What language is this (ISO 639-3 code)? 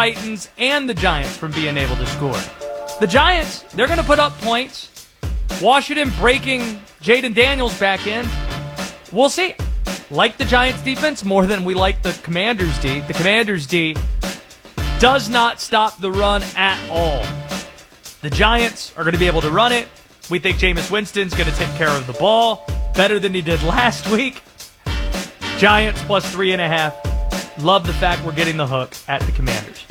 eng